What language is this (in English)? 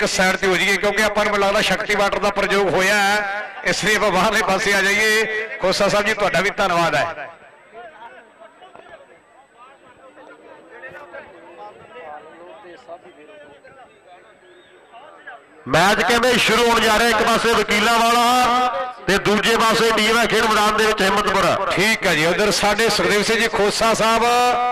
Punjabi